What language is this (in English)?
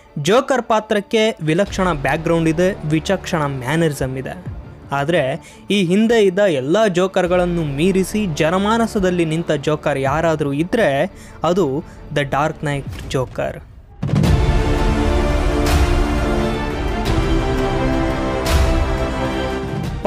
Kannada